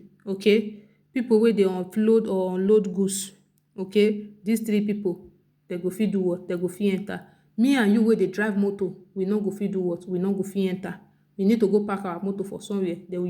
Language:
Nigerian Pidgin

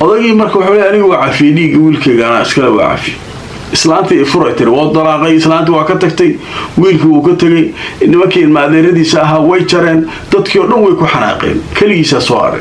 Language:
Somali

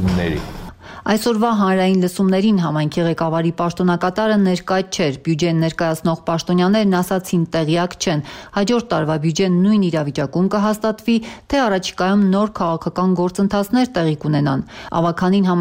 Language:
Armenian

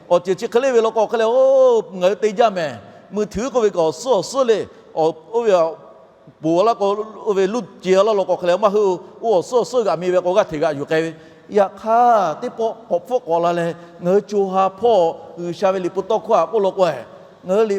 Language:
Lahu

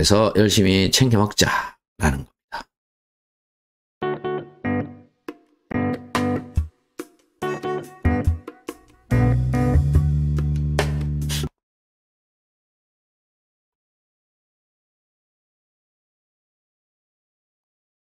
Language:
Korean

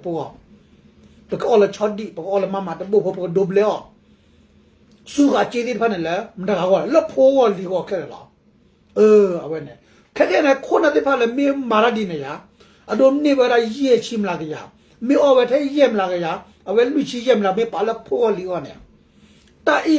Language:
S'gaw Karen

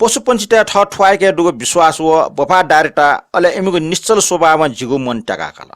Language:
Newari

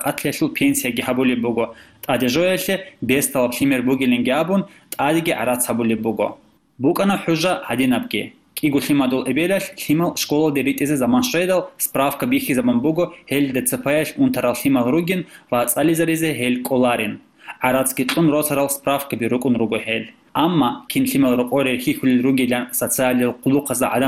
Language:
Avaric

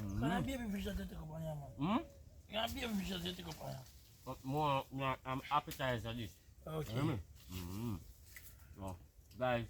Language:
Jamaican Creole English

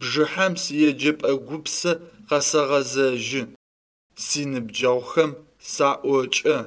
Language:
Adyghe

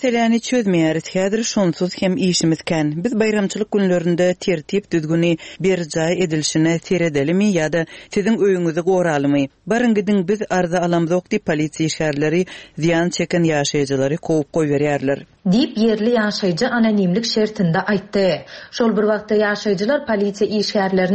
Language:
Turkmen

